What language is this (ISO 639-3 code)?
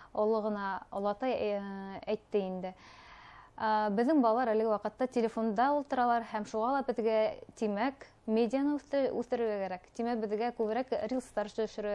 bak